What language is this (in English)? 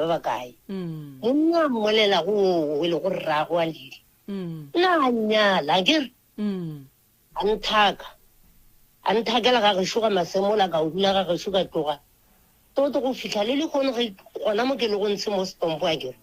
Northern Sotho